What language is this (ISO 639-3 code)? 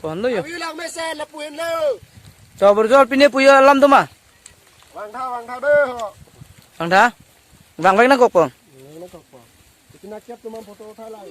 mjw